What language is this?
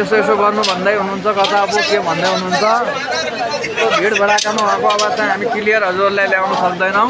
Nepali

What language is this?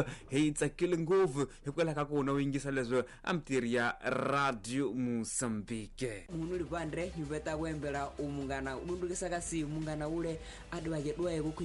Tsonga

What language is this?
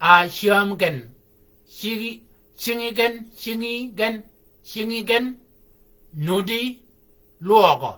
Shilluk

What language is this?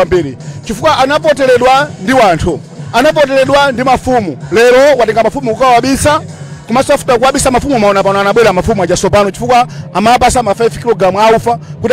Nyanja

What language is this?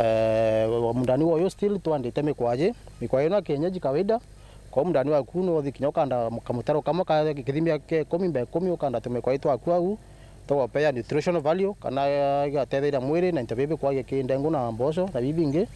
Meru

